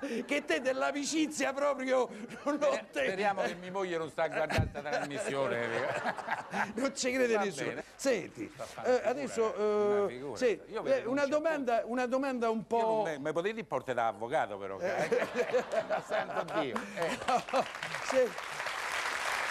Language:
Italian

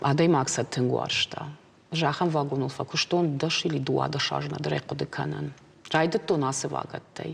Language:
Ossetic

